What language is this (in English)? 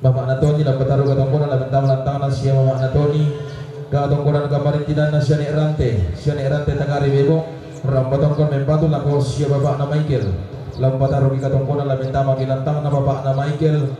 Toraja-Sa'dan